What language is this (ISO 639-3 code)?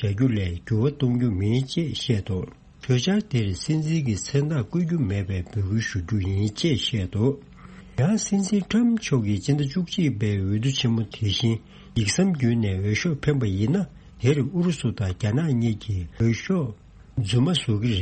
bod